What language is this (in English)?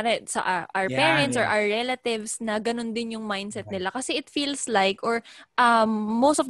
Filipino